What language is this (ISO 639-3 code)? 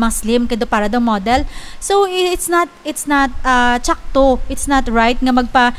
hil